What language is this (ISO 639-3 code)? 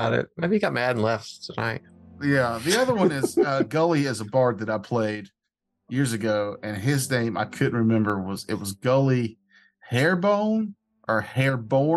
eng